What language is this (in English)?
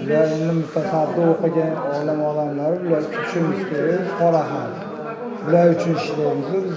Uzbek